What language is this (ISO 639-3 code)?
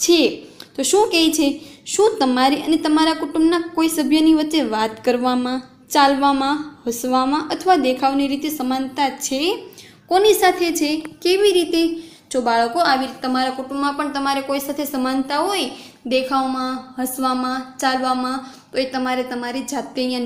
guj